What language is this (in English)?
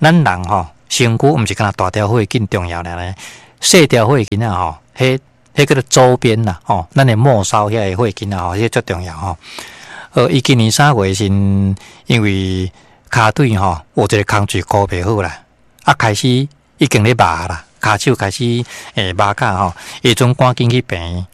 Min Nan Chinese